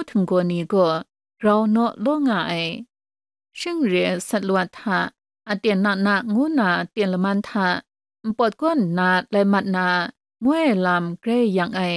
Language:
Kachin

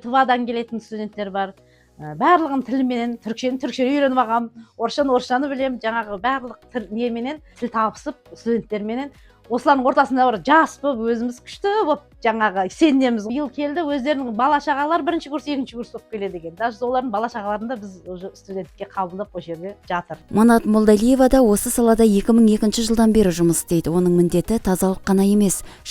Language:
Kazakh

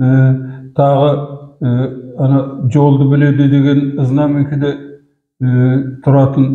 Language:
Kazakh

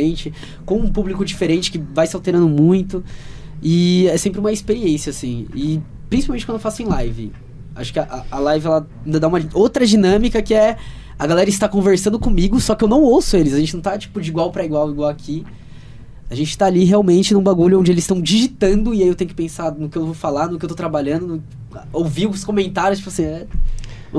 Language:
Portuguese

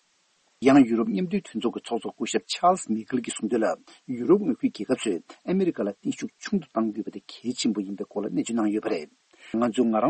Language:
Tibetan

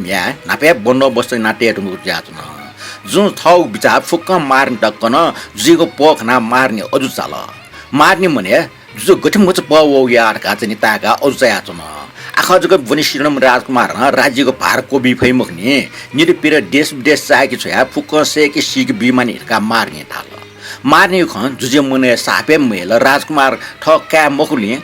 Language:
Newari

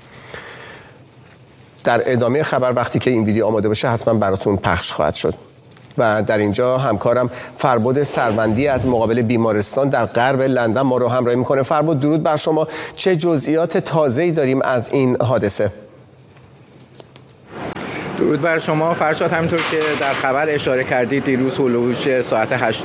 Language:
Persian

